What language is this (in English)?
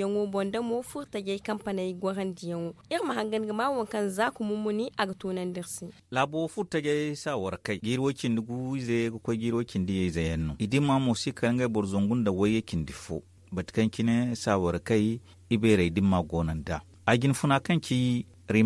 Zarma